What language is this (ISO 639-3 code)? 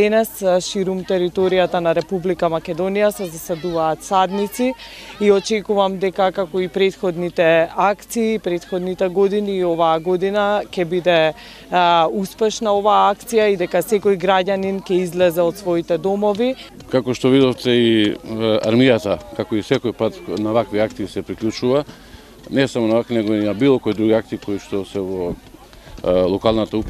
mkd